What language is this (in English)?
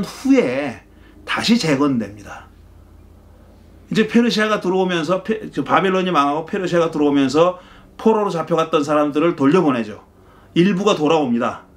Korean